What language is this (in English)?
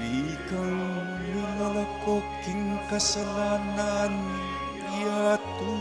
Pampanga